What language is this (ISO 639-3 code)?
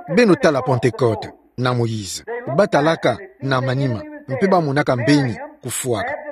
ktu